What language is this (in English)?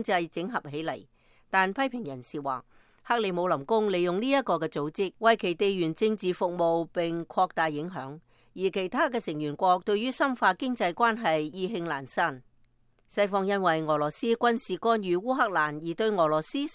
Cantonese